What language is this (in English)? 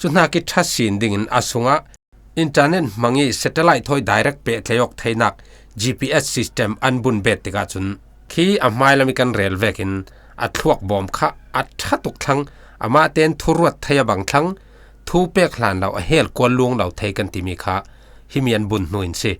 Falam Chin